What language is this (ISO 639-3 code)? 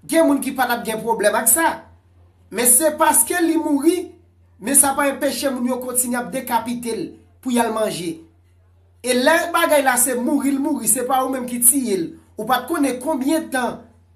hat